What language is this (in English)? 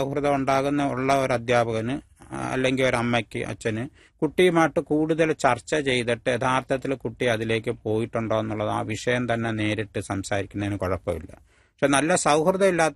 Malayalam